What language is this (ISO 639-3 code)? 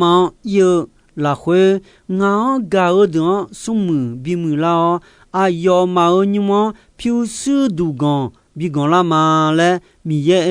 ahk